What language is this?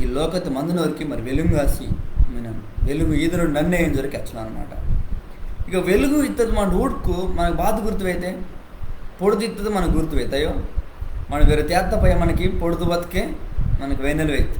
Koya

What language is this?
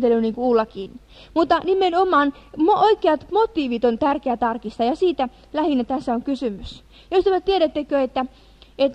Finnish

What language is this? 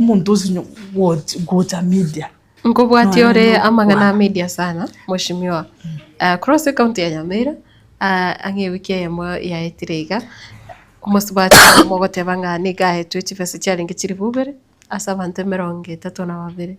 Gusii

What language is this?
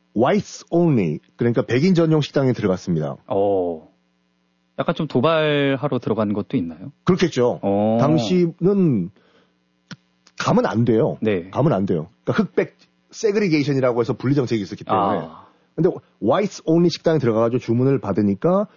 Korean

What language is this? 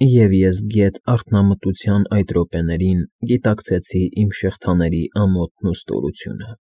Armenian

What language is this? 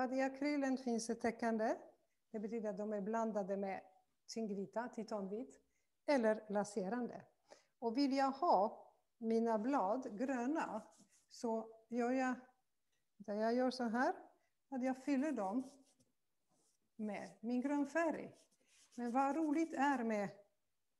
Swedish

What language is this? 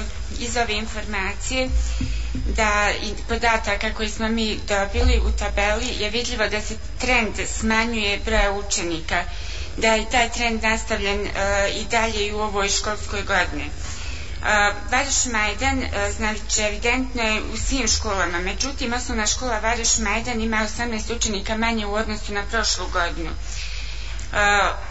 Bosnian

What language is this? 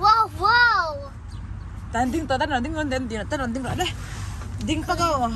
Mizo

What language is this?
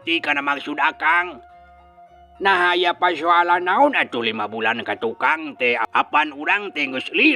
Sundanese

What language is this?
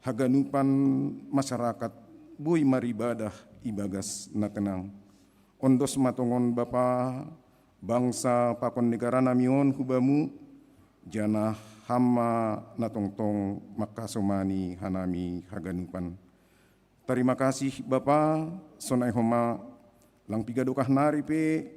Batak Simalungun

